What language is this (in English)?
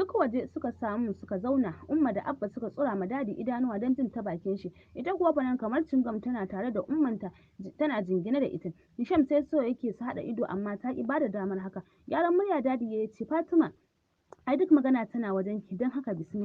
Hausa